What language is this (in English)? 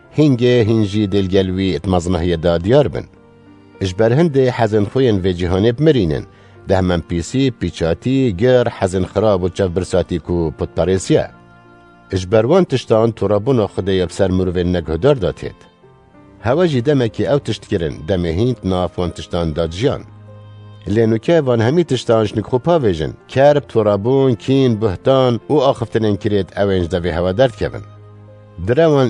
Kurdish